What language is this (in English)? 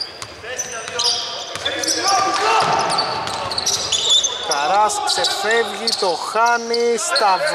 Greek